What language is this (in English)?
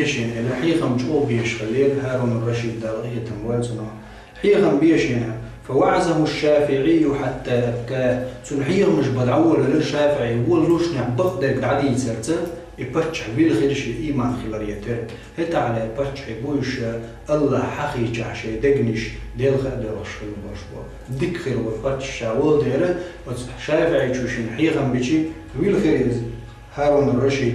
Chechen